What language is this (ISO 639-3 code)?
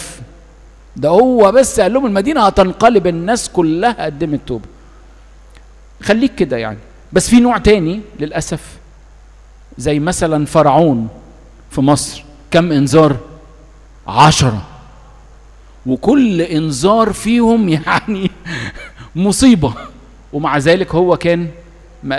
arz